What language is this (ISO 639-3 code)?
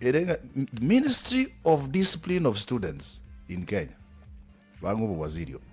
guz